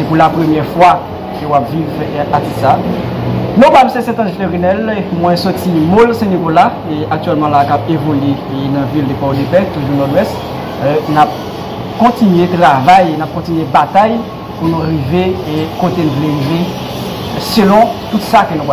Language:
Haitian Creole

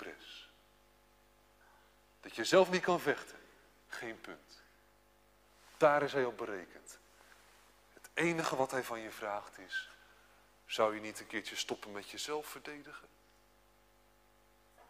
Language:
Dutch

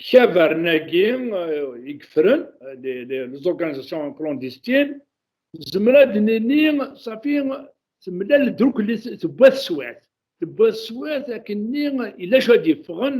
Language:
Kabyle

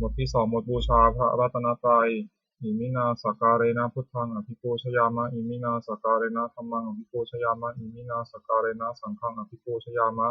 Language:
Pali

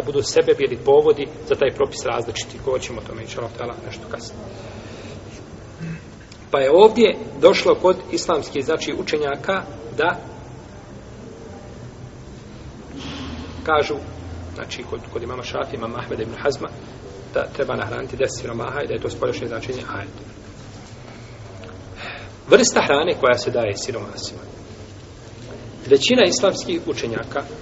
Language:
Bosnian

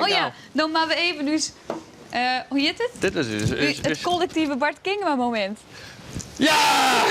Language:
Western Frisian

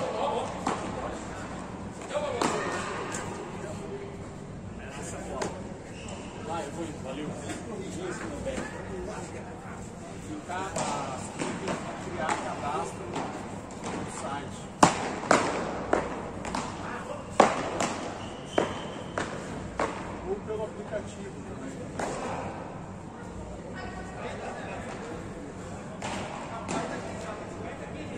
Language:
Portuguese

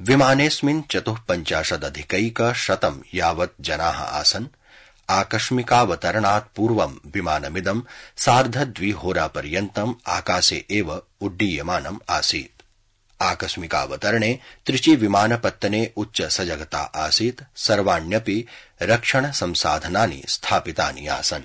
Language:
Sanskrit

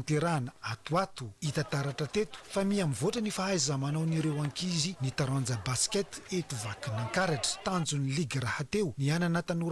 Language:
Malagasy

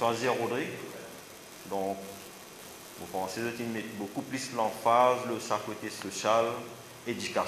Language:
Morisyen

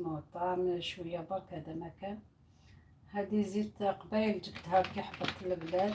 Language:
Algerian Arabic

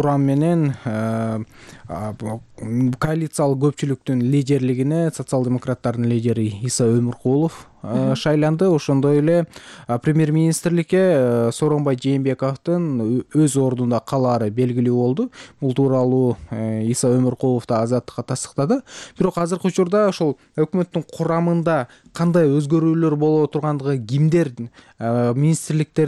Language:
Kyrgyz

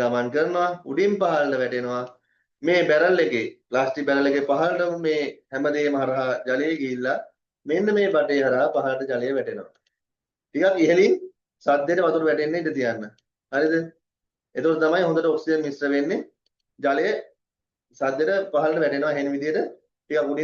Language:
Sinhala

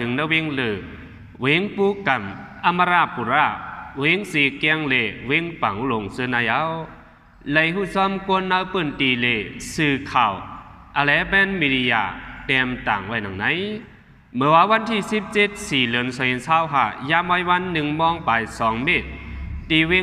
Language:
Shan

